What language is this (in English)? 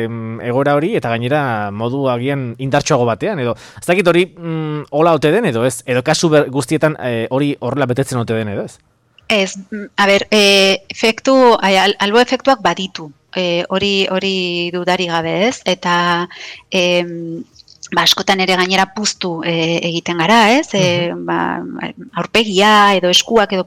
Basque